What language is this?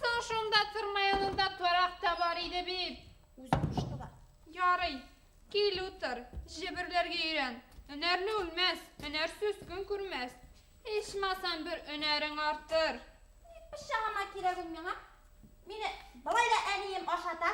Bashkir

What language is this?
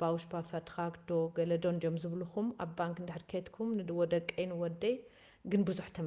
Tigrinya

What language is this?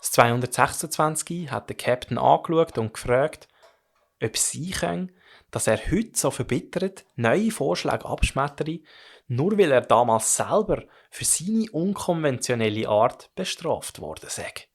Swiss German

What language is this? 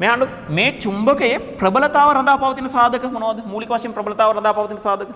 Sinhala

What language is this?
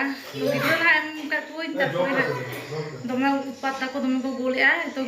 Santali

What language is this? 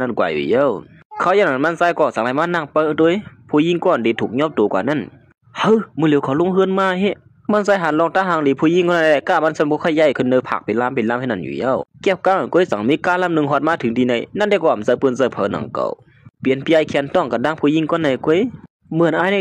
Shan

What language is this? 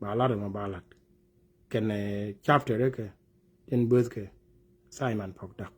Nuer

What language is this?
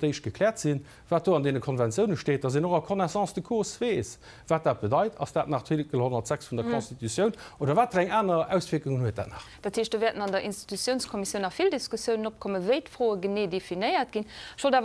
Luxembourgish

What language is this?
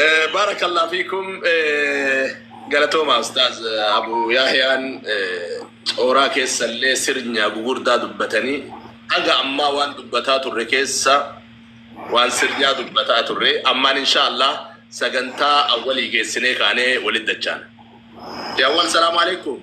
Oromo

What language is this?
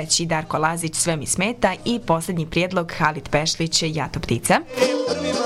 Bosnian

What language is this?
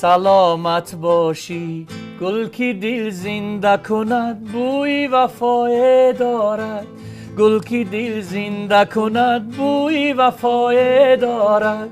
Tajik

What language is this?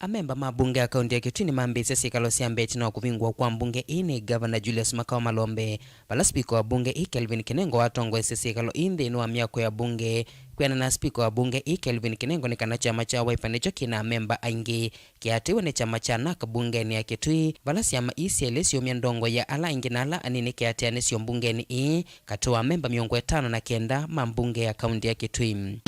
Kamba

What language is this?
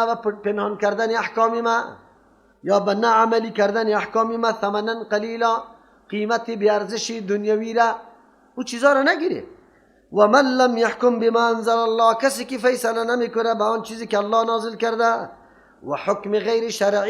Persian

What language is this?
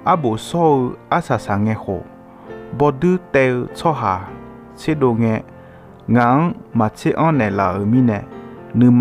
Akha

